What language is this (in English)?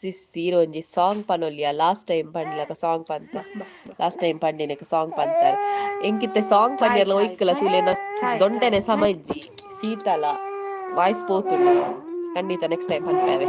Tulu